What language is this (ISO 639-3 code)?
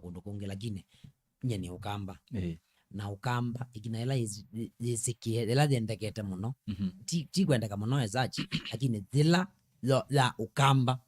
kam